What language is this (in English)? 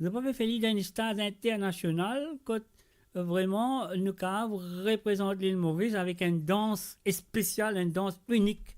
Morisyen